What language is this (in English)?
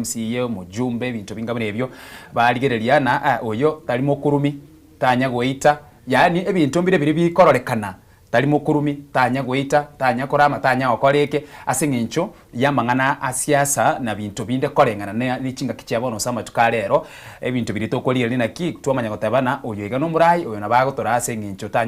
Gusii